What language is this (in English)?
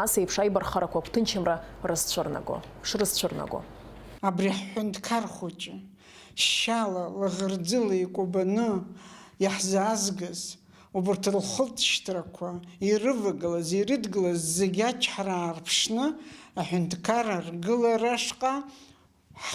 Abkhazian